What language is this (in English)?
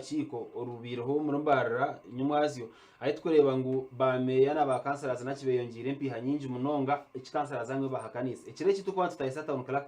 Nyankole